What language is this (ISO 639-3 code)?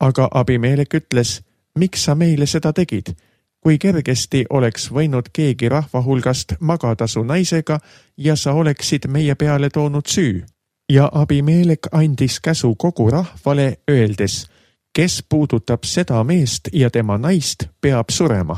est